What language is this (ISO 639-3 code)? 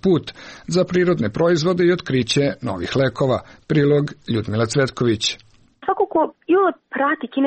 srp